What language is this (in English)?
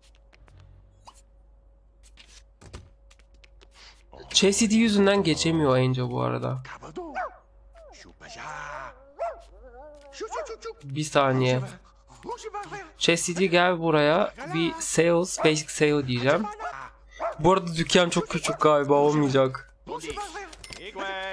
Turkish